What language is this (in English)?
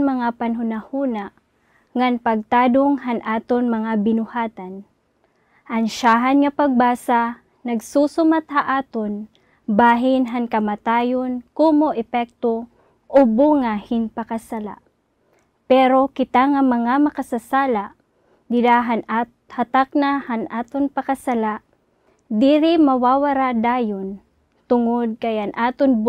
Waray